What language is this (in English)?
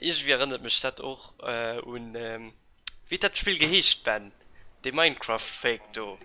Luxembourgish